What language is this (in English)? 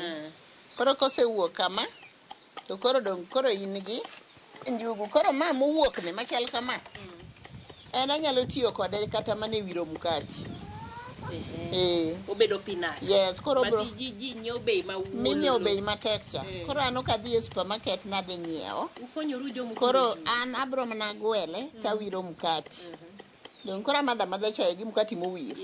Luo (Kenya and Tanzania)